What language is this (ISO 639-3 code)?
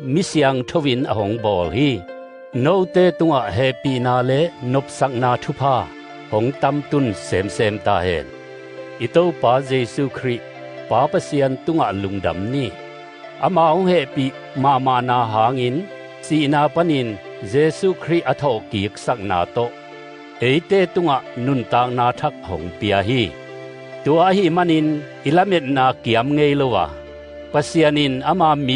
ctd